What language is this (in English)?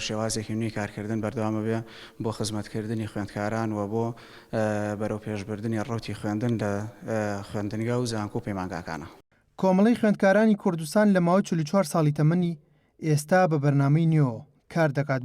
Central Kurdish